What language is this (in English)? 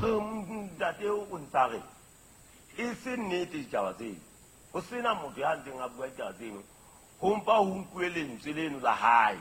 Southern Sotho